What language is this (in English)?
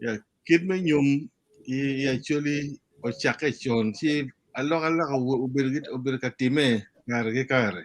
Acoli